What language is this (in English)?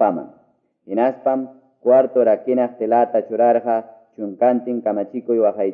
Quechua